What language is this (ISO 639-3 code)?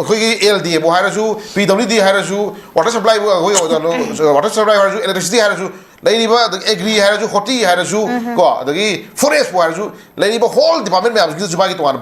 mni